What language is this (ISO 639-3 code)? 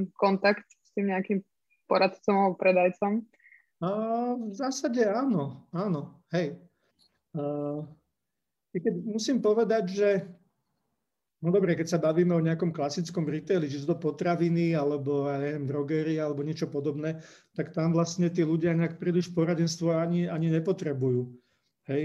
slk